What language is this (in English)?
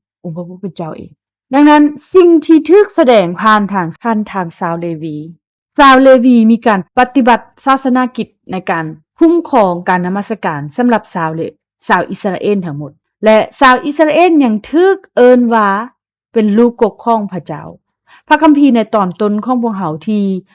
Lao